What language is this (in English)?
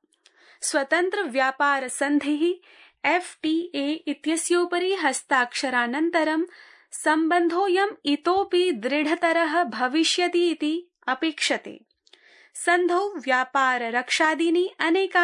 Sanskrit